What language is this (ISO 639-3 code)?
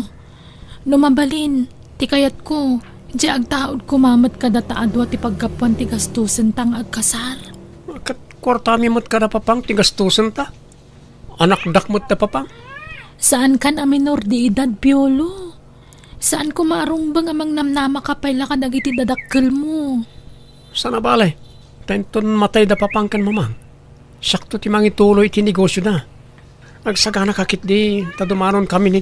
ilo